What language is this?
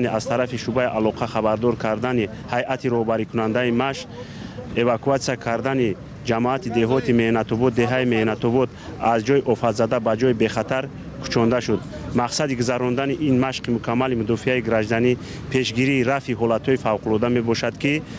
Tajik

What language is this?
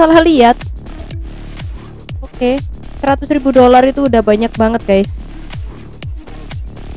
Indonesian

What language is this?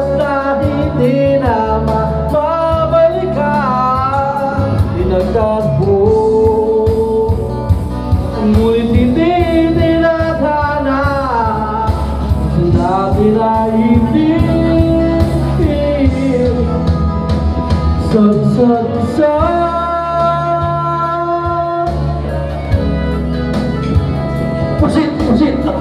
Filipino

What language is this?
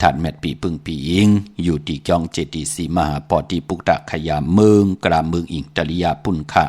Shan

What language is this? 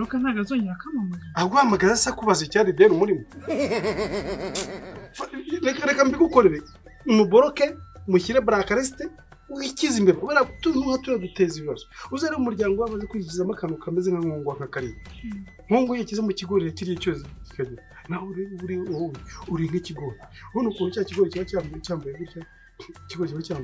Kinyarwanda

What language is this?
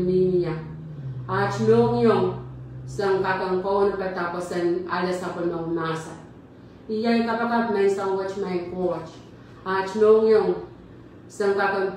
Pohnpeian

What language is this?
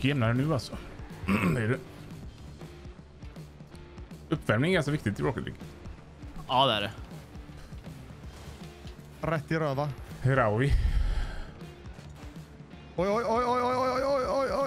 Swedish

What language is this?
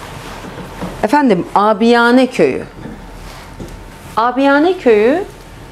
Turkish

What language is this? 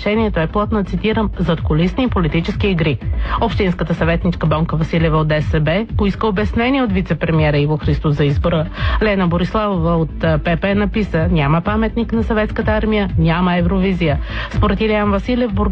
Bulgarian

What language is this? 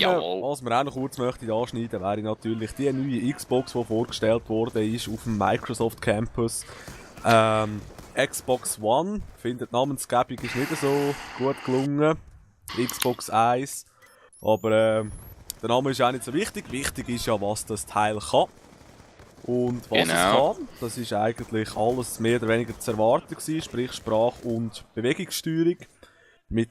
Swiss German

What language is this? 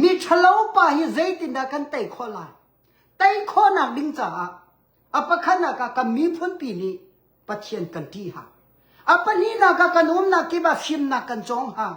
Hakha Chin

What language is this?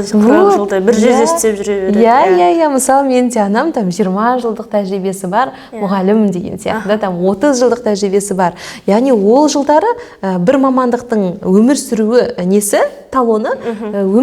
Kazakh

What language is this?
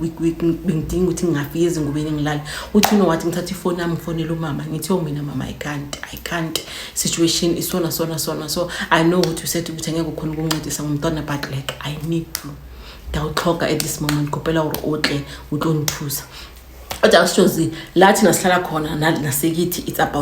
Zulu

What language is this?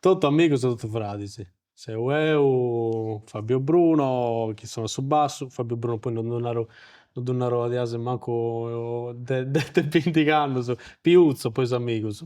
Sardinian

